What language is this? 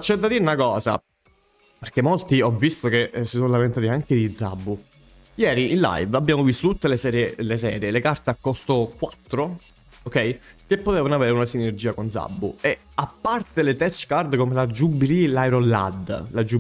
Italian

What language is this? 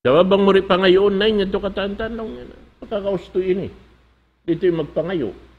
Tausug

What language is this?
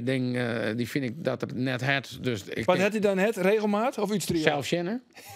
Western Frisian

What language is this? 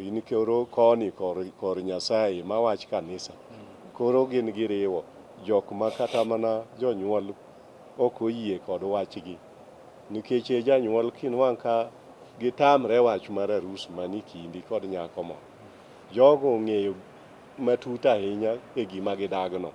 Luo (Kenya and Tanzania)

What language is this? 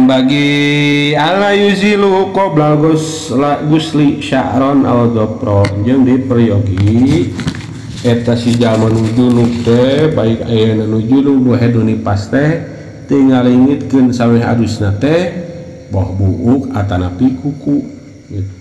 Sundanese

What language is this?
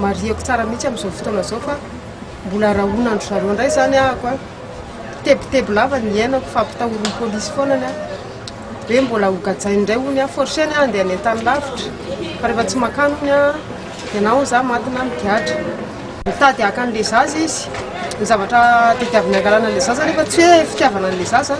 Malagasy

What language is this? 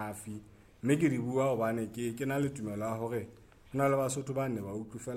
Southern Sotho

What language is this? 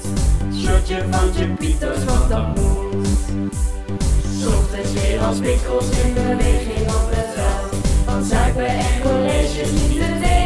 Dutch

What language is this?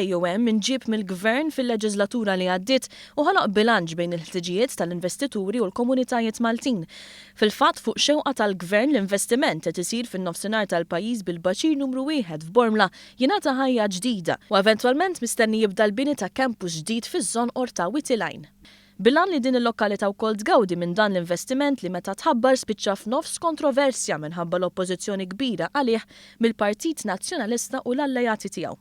Maltese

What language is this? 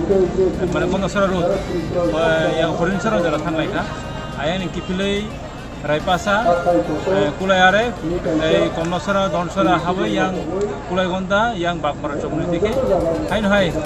Kok Borok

